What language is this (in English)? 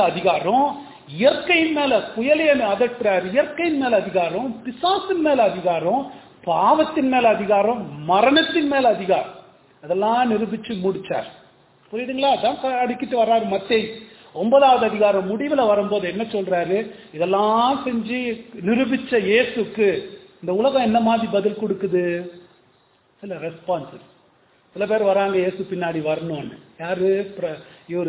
Tamil